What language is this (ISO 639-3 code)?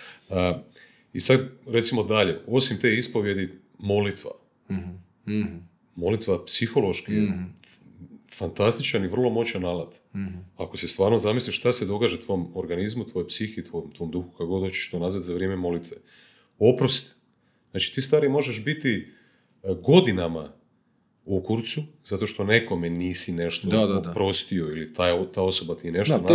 hrv